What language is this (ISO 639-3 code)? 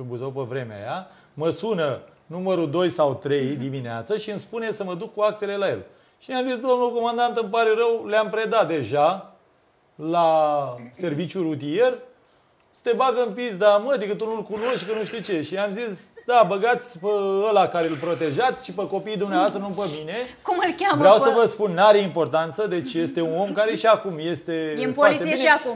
ron